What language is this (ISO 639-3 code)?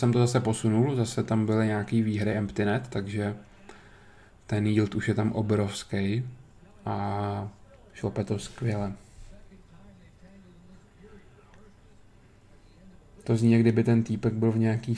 ces